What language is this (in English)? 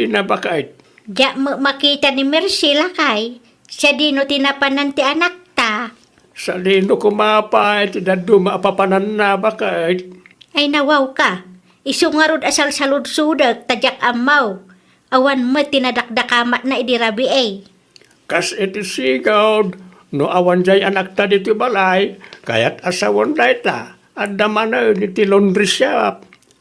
Iloko